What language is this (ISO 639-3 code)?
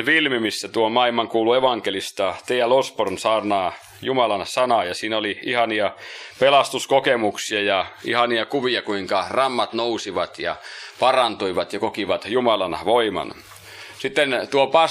fin